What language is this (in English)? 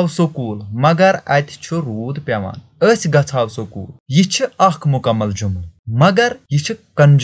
Kashmiri